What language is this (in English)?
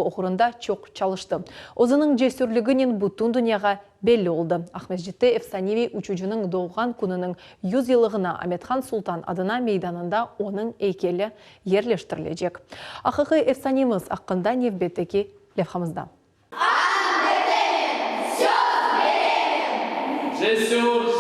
Crimean Tatar